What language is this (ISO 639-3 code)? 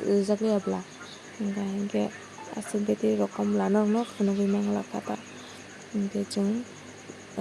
trp